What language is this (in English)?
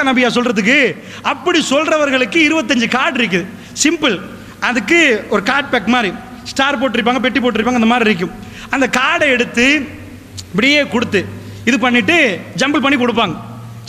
Tamil